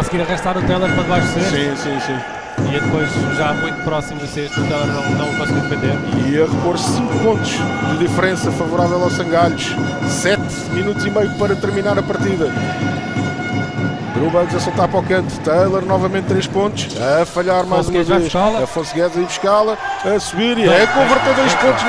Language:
Portuguese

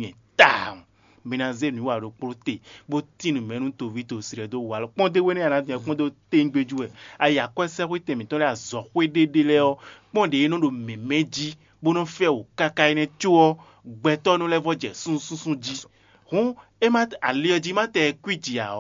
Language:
Fon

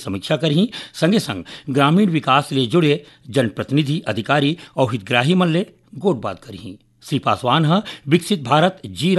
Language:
Chhattisgarhi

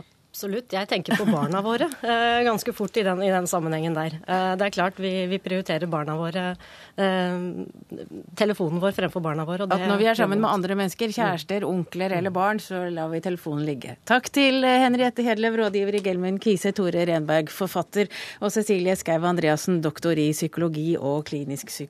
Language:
Norwegian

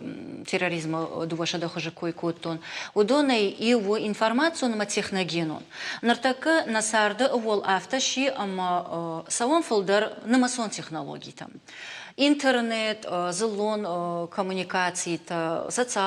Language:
Ossetic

